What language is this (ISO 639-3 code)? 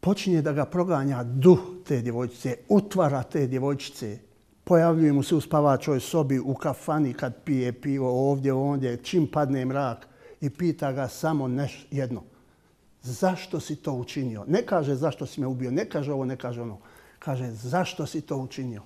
bos